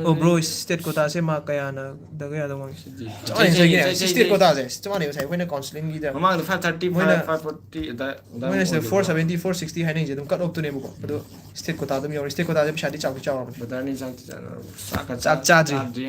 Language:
Manipuri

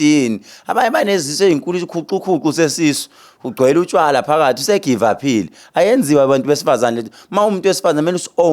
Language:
Zulu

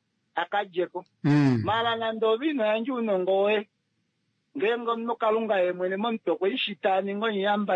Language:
Kuanyama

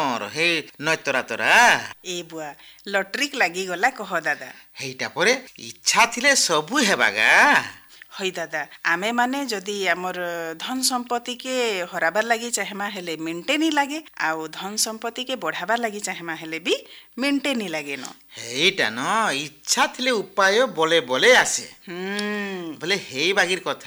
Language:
Odia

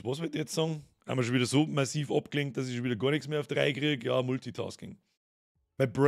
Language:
Bavarian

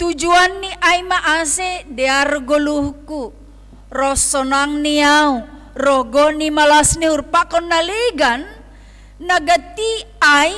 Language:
Batak Simalungun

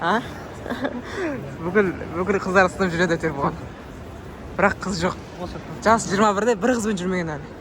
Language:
Kazakh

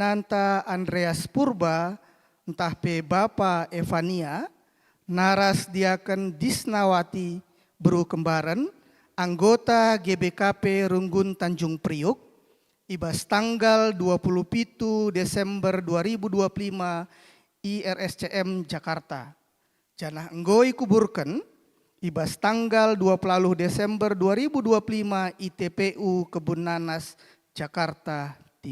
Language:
Batak Karo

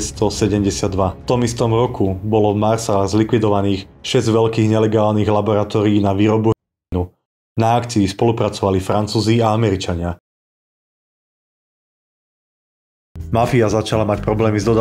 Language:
Slovak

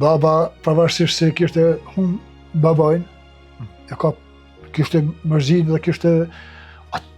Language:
Albanian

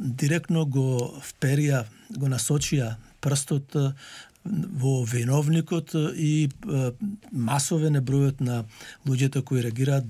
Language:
Macedonian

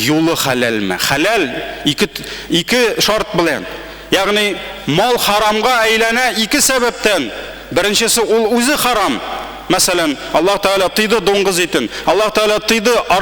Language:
Tatar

